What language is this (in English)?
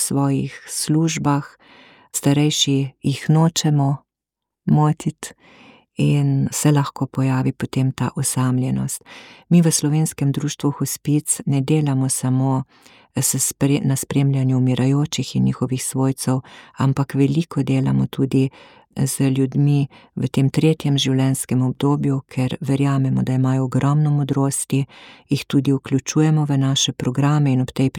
Slovenian